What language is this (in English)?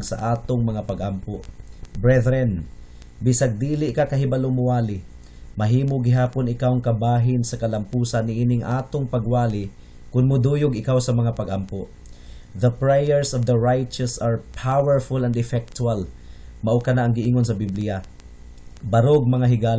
Cebuano